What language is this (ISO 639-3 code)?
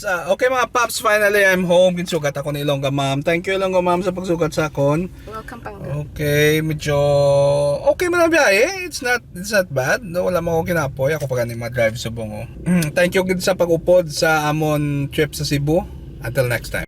hil